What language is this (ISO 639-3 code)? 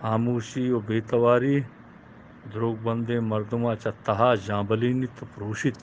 bgp